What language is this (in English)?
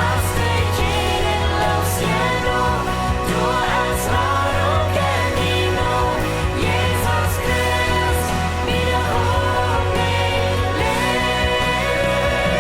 Plautdietsch